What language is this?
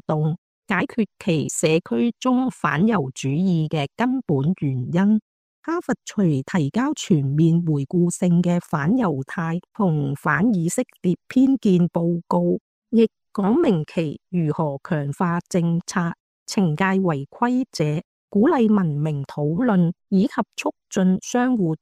Cantonese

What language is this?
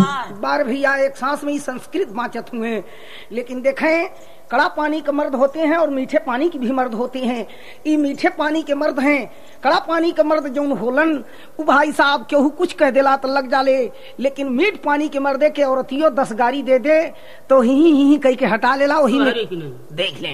Bhojpuri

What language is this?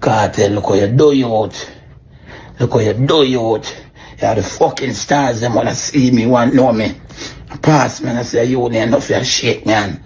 Jamaican Creole English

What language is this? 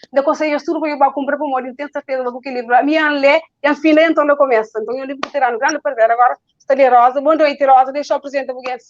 Kabuverdianu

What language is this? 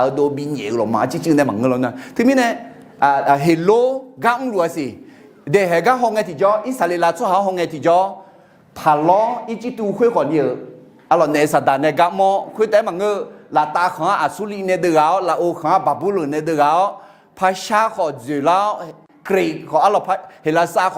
Akha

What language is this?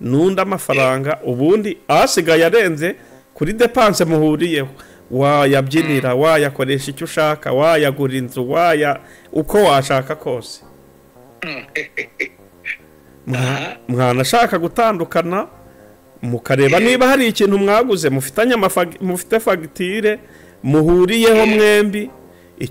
Kinyarwanda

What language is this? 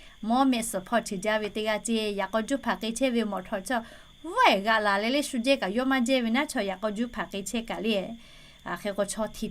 Lahu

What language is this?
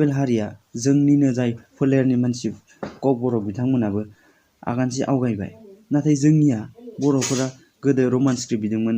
Bodo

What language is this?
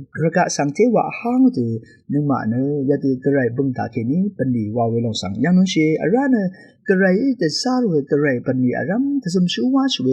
Rawang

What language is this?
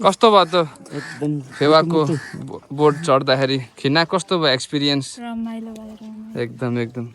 Nepali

